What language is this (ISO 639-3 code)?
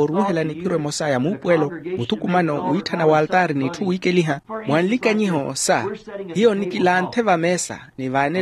vmw